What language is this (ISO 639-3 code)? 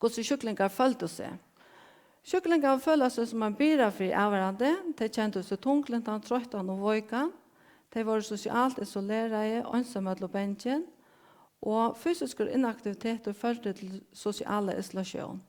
fao